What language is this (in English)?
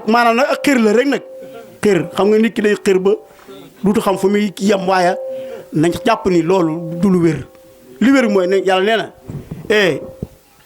Wolof